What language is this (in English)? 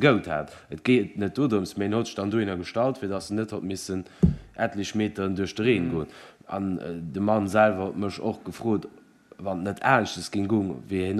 Luxembourgish